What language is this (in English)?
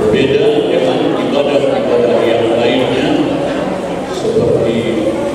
Indonesian